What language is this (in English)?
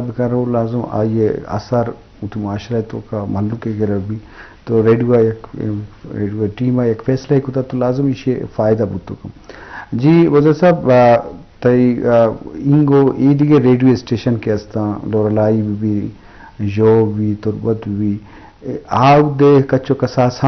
Eastern Balochi